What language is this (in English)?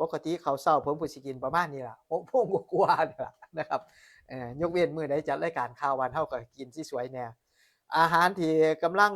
Northeastern Thai